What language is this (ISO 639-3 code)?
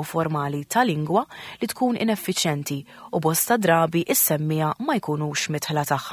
mlt